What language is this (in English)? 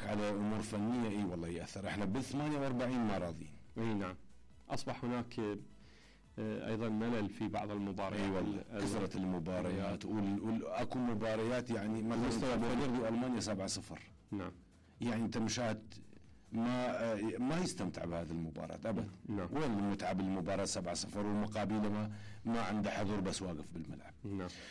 Mesopotamian Arabic